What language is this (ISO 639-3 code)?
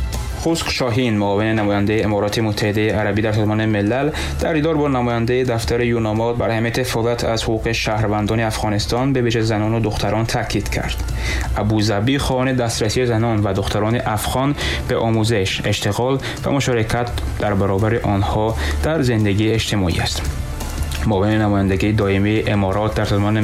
fas